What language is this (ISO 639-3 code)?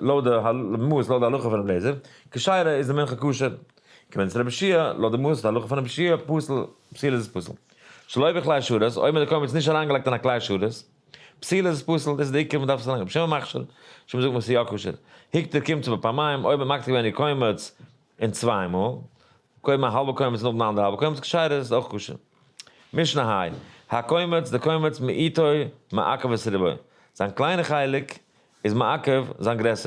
yid